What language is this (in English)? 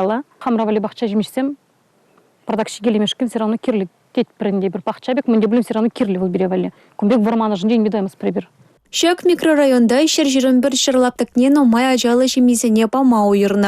Chuvash